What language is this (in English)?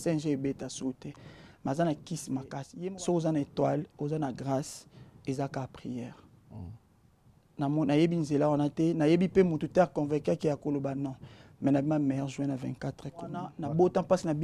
Lingala